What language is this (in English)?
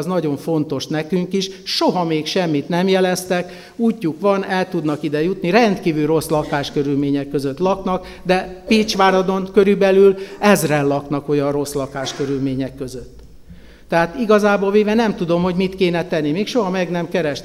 Hungarian